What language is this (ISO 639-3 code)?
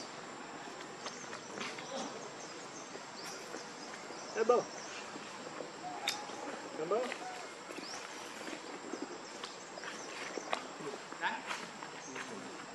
vie